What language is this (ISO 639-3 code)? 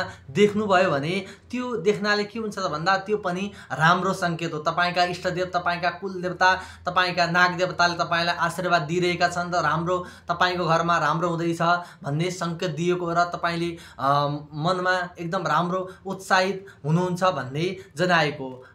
nep